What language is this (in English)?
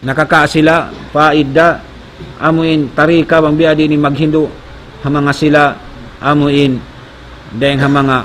Tausug